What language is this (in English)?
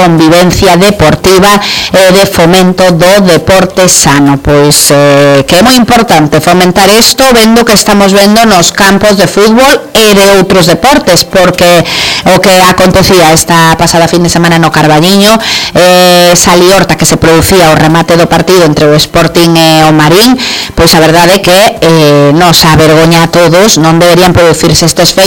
Galician